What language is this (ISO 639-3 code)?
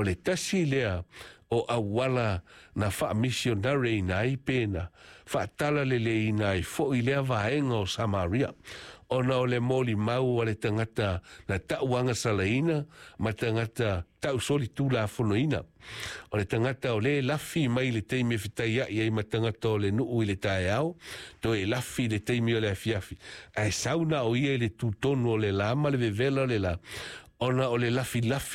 smo